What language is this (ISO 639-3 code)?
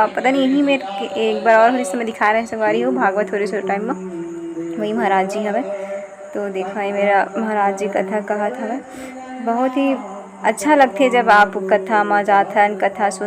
hne